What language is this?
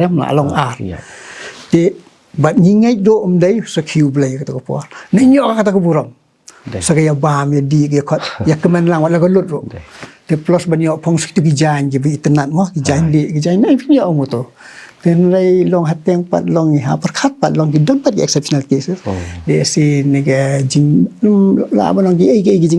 Khasi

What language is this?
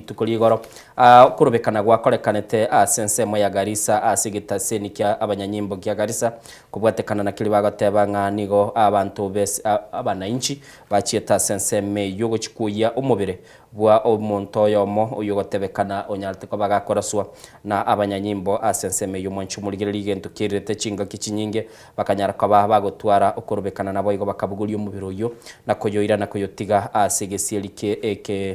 Gusii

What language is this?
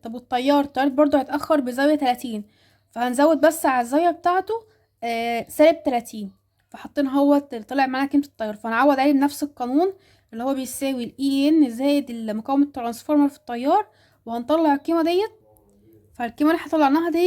Egyptian Arabic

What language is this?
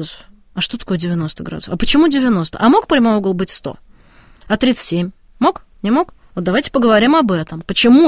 Russian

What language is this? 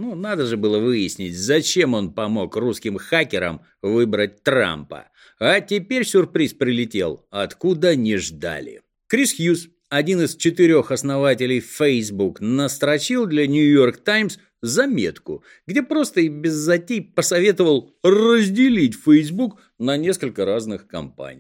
Russian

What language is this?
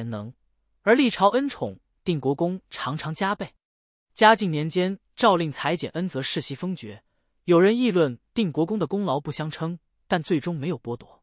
Chinese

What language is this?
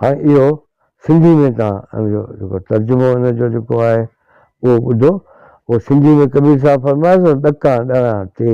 Sindhi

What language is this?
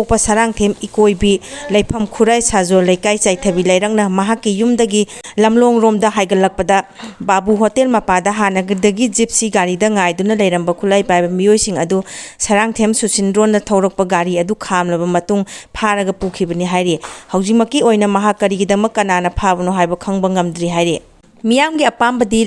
Manipuri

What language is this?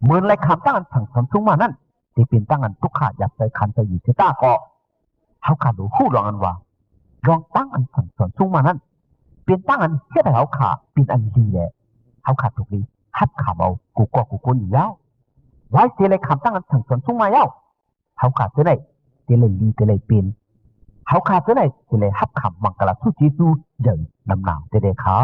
Shan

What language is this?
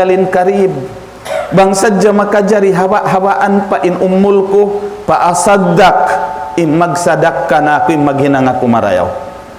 Tausug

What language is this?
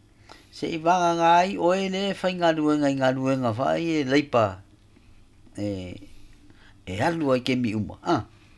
Samoan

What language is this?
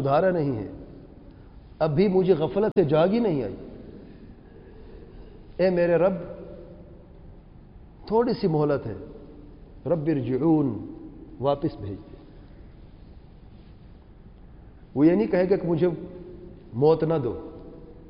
Urdu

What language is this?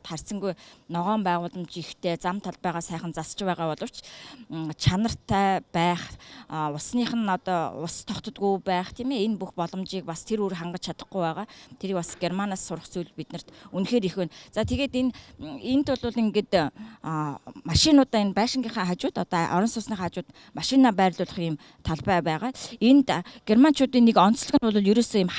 Mongolian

